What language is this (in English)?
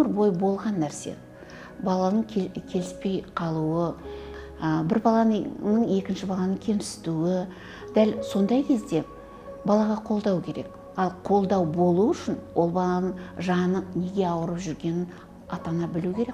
Kazakh